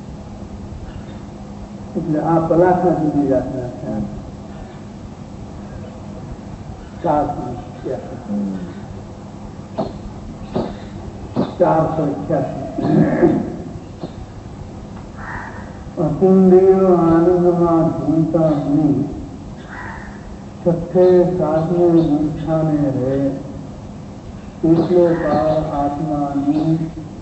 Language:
Gujarati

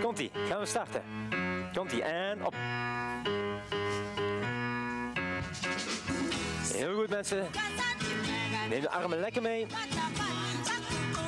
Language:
Dutch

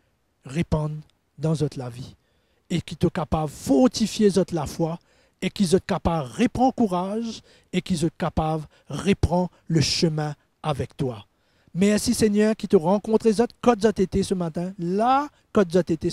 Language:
Morisyen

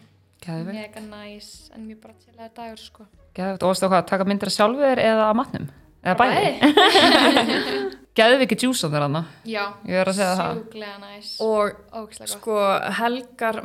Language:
Icelandic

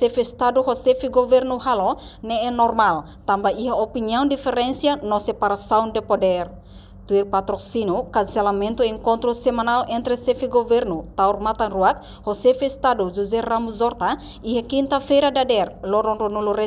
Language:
Tetum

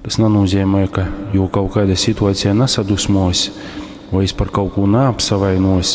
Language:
Latgalian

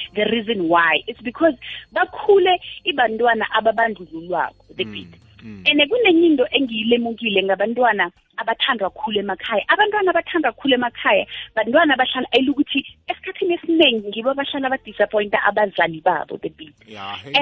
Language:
South Ndebele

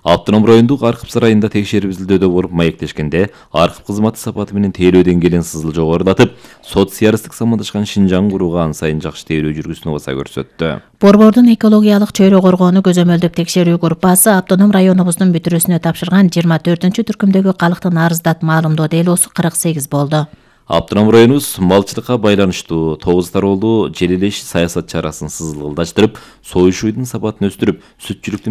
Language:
Kyrgyz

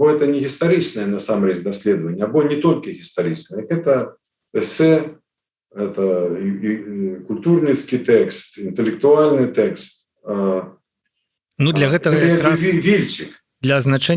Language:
Belarusian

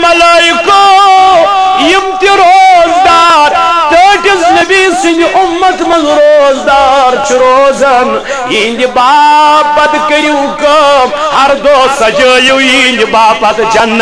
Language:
Kashmiri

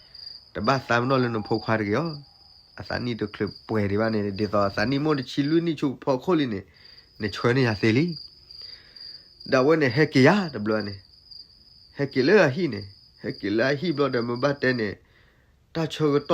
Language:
S'gaw Karen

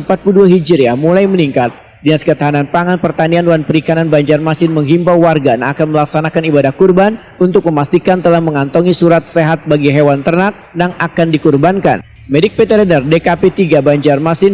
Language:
Banjar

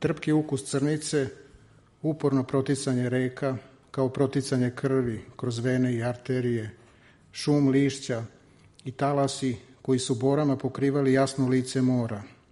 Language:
Serbian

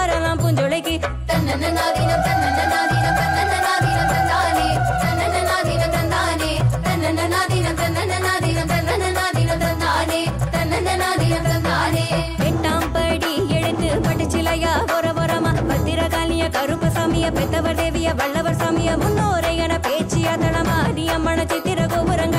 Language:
Tamil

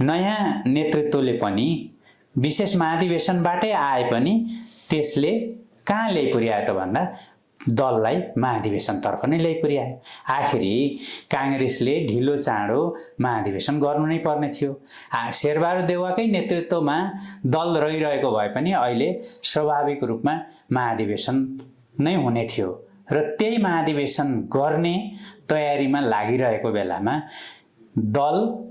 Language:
Nepali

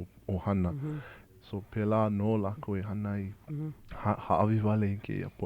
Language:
Hawaiian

